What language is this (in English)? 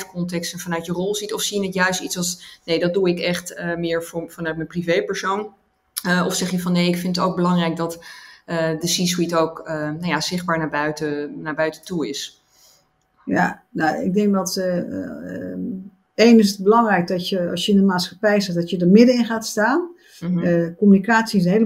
Dutch